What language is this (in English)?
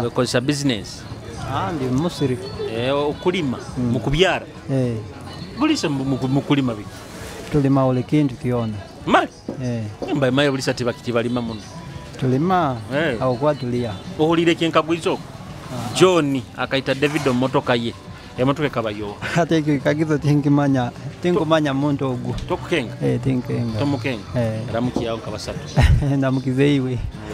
Nyoro